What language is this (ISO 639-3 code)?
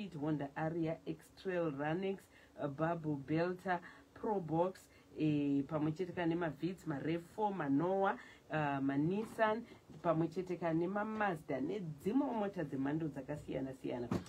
sna